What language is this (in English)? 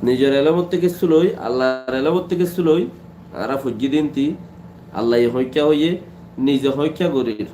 Rohingya